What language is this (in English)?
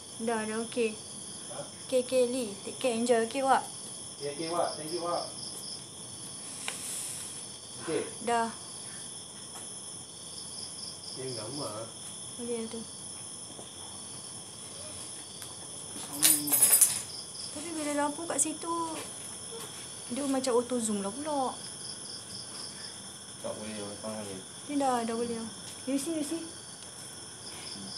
Malay